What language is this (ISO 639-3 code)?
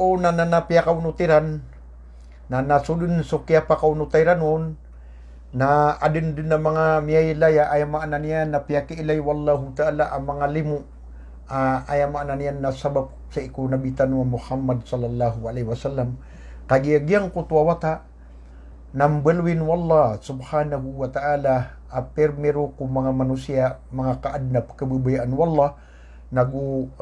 mrw